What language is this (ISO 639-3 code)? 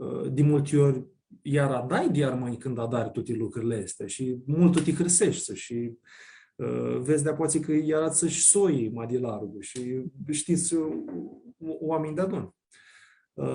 rup